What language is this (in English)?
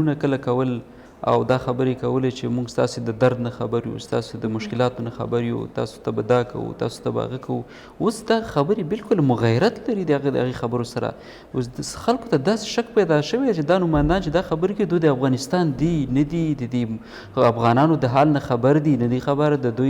Pashto